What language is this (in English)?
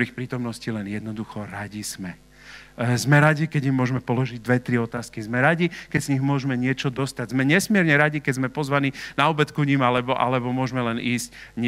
Slovak